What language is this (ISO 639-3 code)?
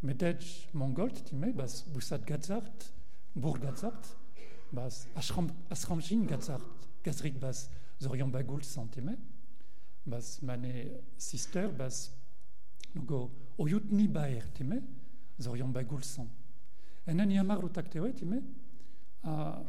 mon